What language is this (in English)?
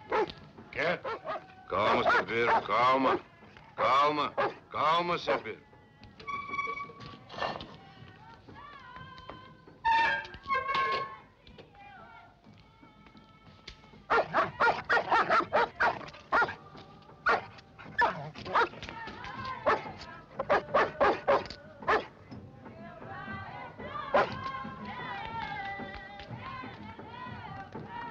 Portuguese